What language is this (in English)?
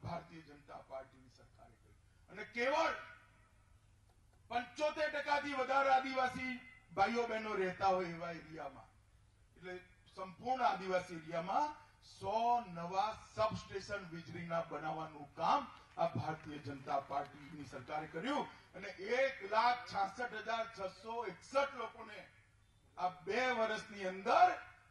Gujarati